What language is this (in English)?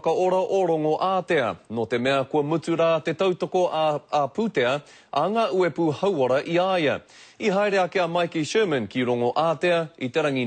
Māori